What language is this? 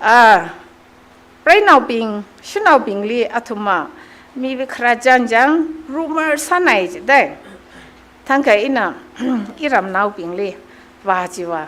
Tangkhul Naga (India)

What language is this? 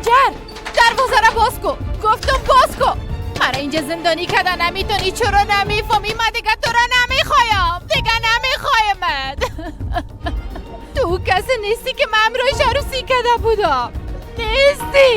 Persian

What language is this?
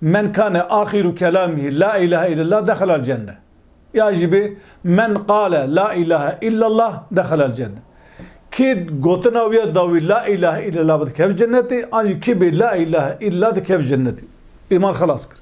Kurdish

